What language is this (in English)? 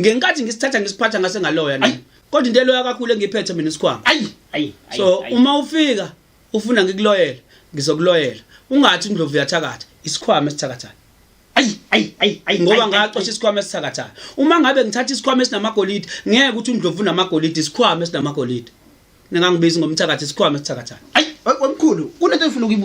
Zulu